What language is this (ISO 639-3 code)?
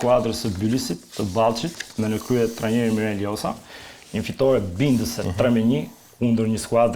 sqi